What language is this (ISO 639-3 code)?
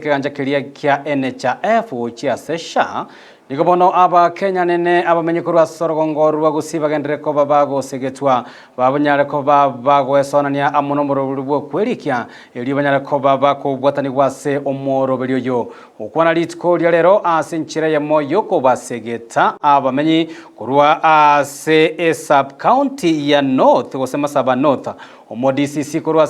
guz